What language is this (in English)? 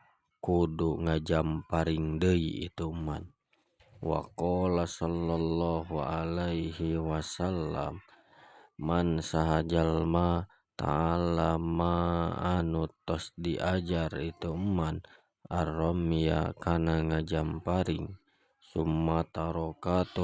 Sundanese